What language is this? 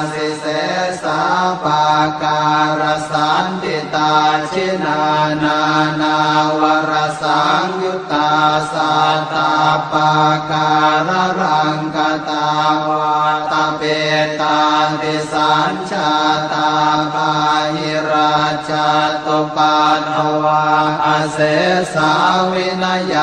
Pali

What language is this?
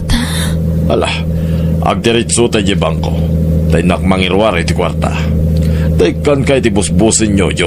Iloko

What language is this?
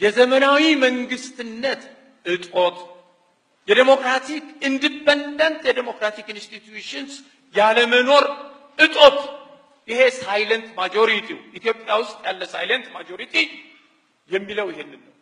Amharic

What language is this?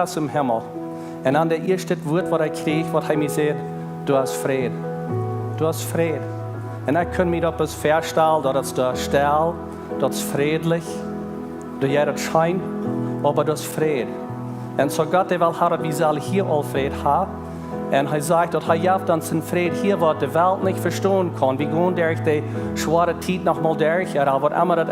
Plautdietsch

